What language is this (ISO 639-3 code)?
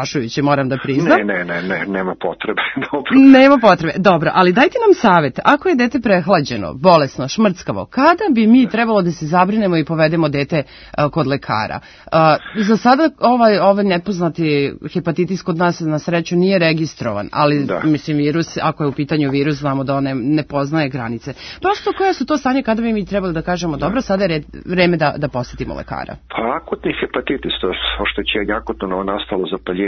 srp